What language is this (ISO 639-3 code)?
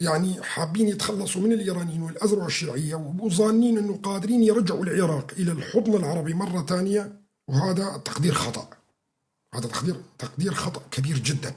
apc